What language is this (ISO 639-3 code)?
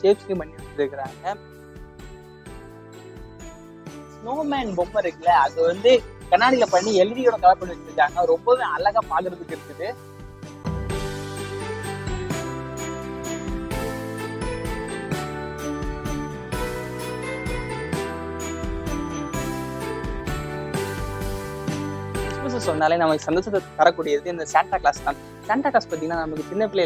tam